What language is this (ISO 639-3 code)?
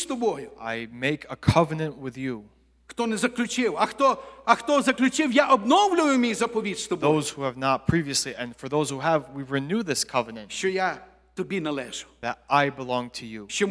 ukr